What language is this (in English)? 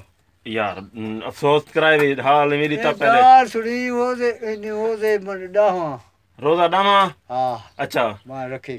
Saraiki